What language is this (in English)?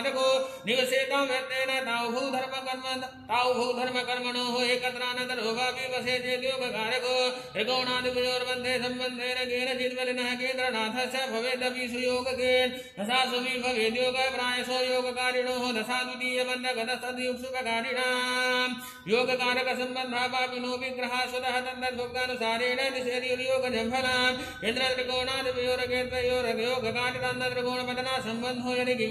Sanskrit